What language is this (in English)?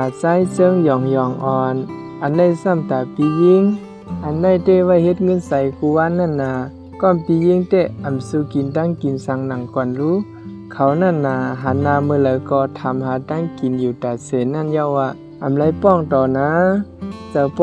Shan